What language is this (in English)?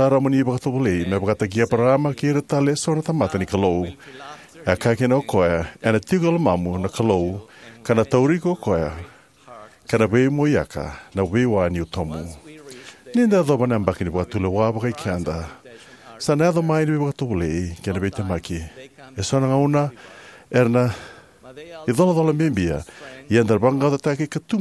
Fijian